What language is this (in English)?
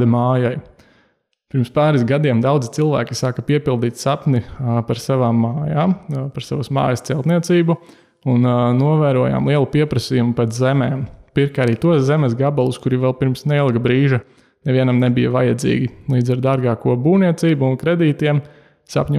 Latvian